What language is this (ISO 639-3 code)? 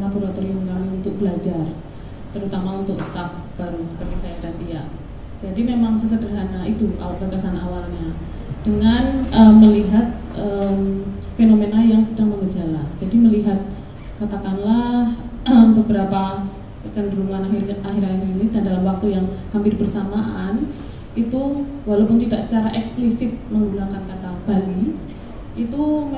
ind